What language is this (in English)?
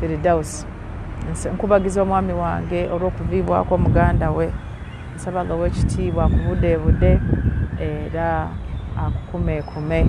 Ganda